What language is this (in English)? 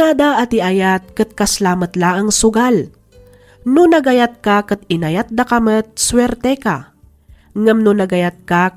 Iloko